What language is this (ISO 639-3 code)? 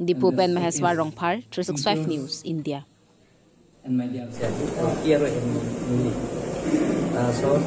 mjw